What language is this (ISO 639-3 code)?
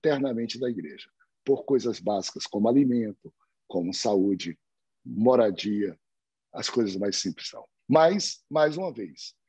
por